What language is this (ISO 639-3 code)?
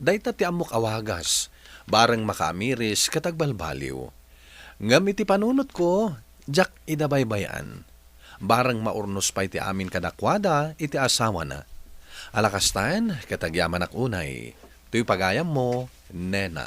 ilo